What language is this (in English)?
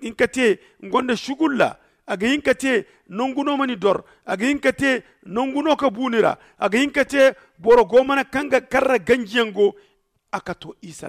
Zarma